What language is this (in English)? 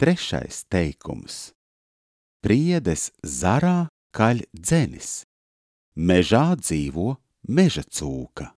Latvian